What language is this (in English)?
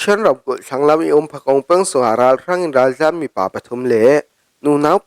Falam Chin